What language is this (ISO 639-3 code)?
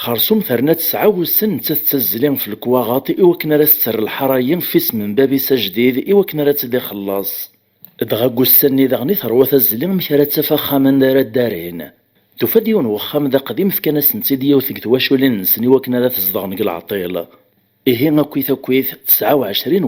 kab